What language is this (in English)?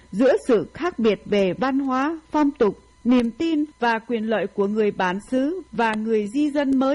Vietnamese